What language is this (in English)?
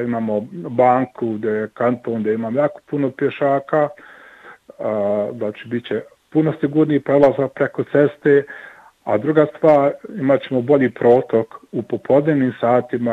Bosnian